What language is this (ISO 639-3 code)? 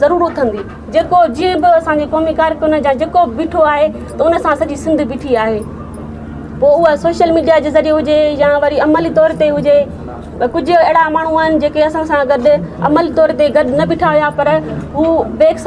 snd